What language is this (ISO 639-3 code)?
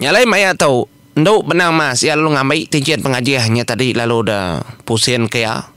iba